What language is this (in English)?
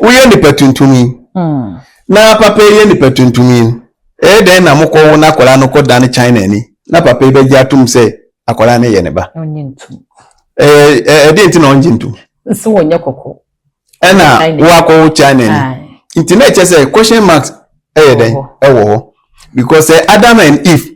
Akan